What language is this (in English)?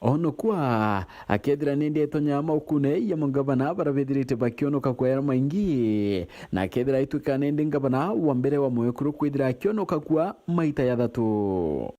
Meru